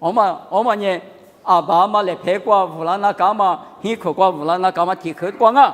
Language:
Lisu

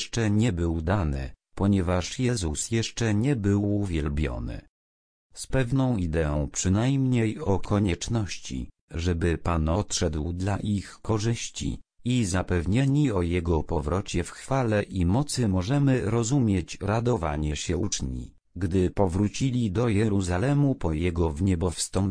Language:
Polish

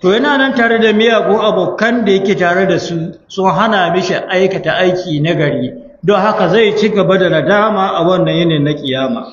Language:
Hausa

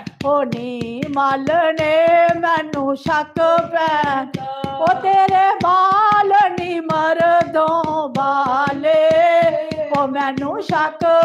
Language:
Dogri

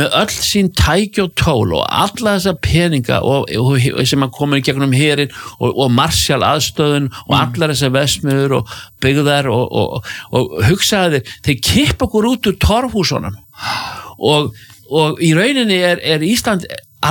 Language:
Icelandic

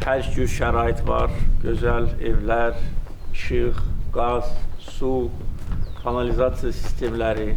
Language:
Azerbaijani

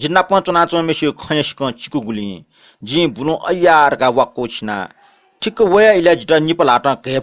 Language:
Newari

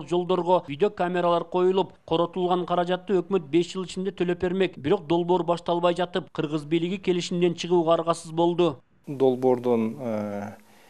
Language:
Kyrgyz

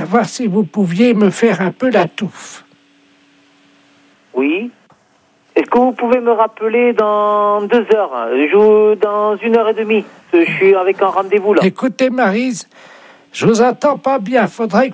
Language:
French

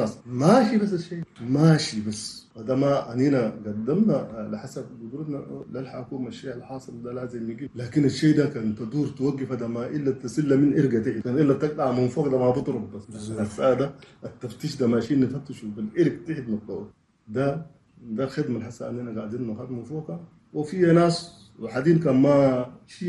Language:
Chadian Arabic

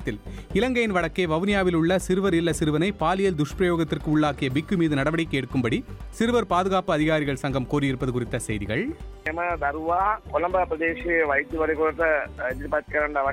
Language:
Tamil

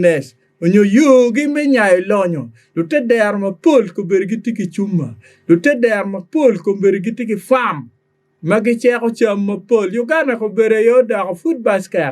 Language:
Acoli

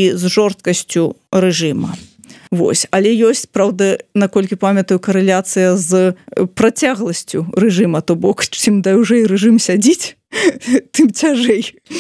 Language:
Belarusian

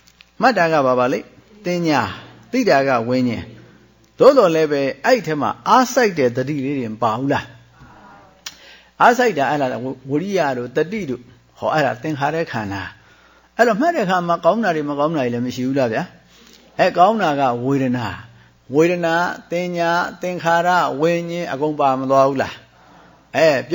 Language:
Burmese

